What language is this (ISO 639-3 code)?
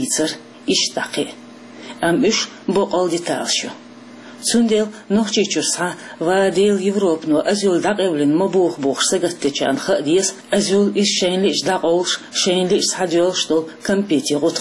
che